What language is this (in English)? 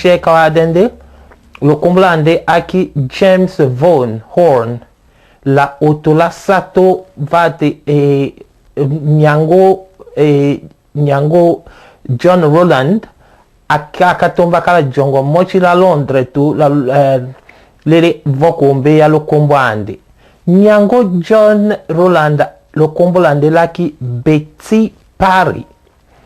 Tetela